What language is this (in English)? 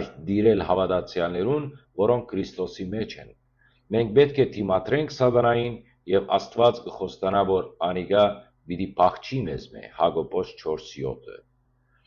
Western Armenian